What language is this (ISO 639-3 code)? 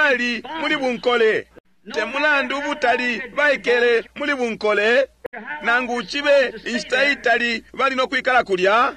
bem